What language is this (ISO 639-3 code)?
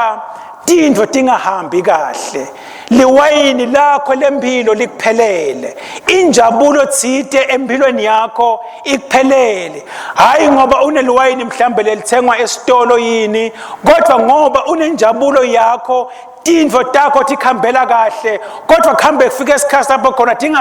ssw